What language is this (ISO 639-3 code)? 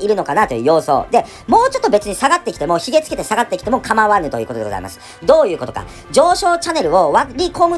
jpn